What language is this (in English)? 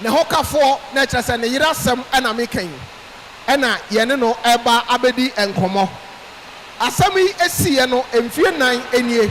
Akan